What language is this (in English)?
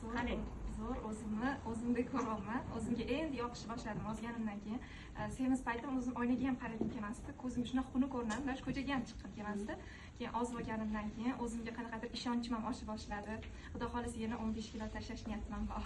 Uzbek